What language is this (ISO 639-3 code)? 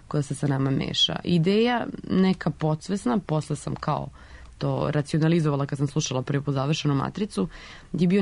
srp